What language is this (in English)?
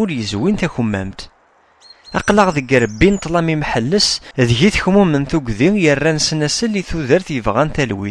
Kabyle